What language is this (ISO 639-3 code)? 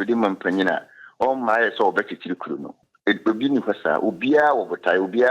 aka